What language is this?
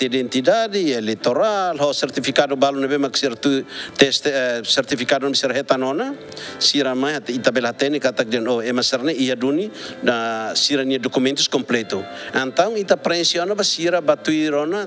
Tetum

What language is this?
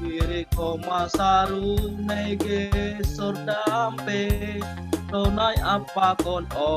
Batak Simalungun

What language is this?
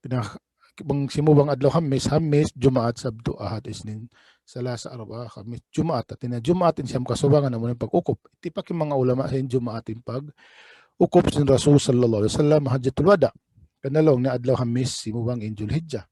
Tausug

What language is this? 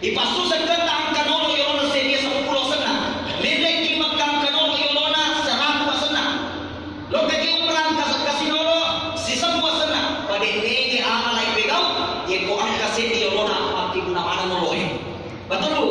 Buginese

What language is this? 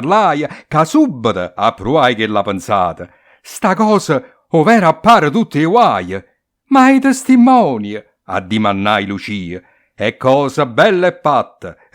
Neapolitan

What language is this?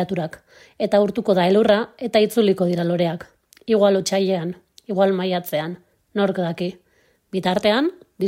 Basque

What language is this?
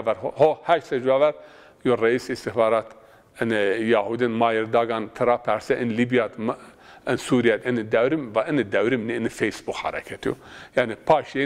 Zaza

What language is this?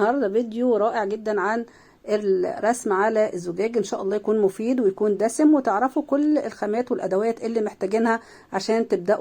Egyptian Arabic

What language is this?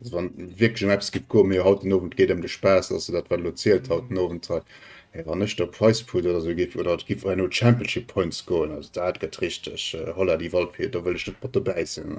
Luxembourgish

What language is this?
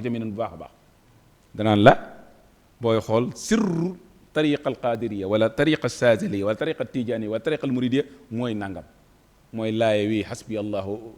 Wolof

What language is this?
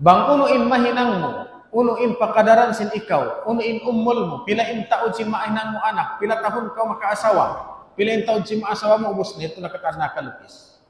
Tausug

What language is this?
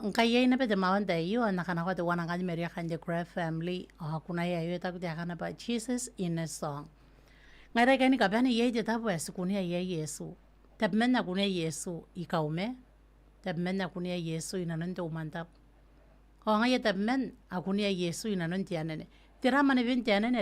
Gilbertese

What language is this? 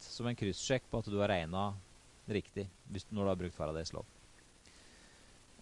Norwegian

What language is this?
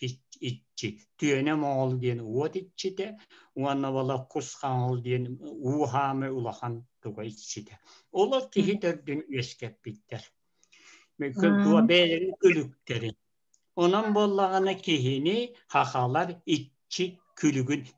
Yakut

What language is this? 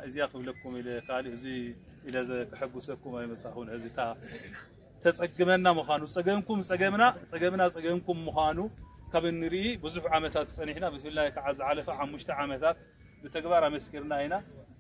Tigrinya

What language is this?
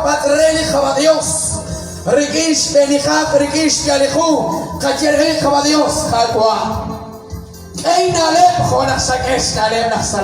Kekchí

